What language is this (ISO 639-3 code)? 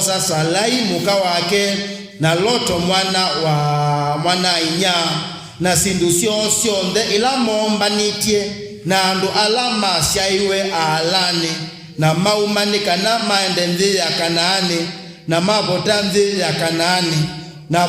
kam